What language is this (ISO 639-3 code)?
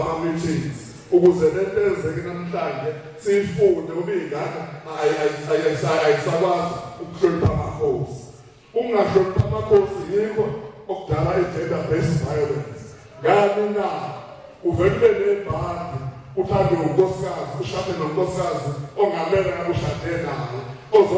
zul